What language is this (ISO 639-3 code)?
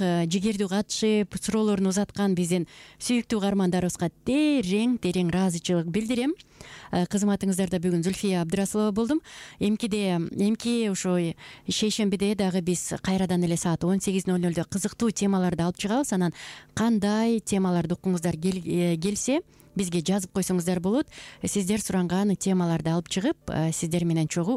kir